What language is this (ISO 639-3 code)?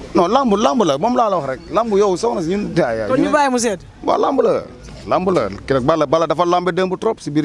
wol